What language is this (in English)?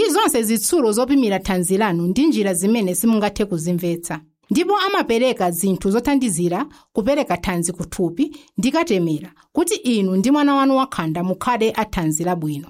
Nyanja